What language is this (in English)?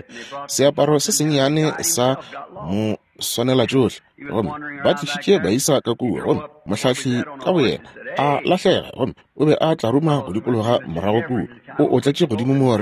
Northern Sotho